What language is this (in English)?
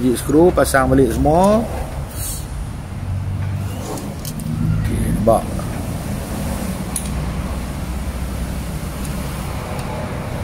Malay